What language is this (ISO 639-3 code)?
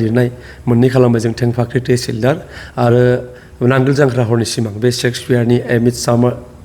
brx